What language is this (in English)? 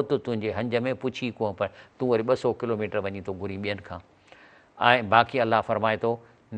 Sindhi